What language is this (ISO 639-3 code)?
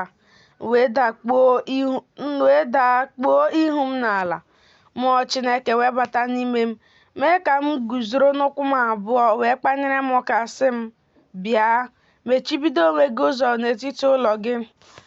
ibo